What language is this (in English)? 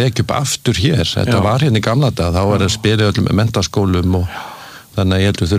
Icelandic